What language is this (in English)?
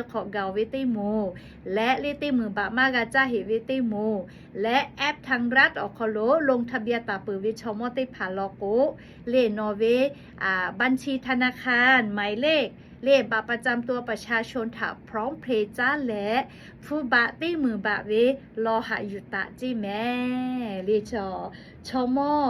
Lahu